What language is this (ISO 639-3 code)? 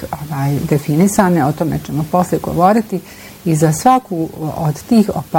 bos